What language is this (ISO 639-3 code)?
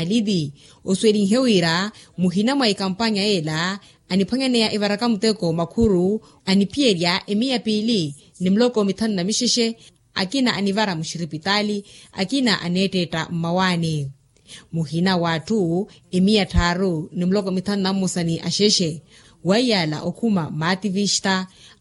vmw